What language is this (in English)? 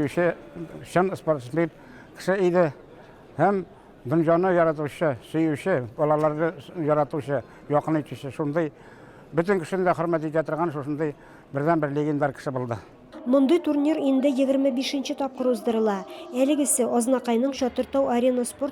Tatar